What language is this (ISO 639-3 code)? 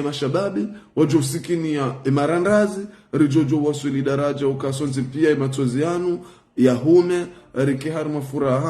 zdj